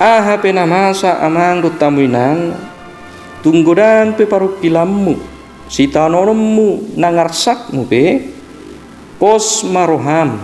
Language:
Batak Toba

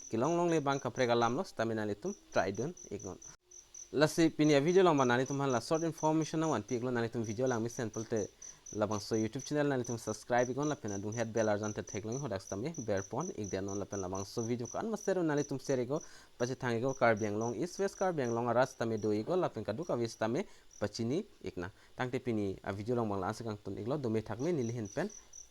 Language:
Karbi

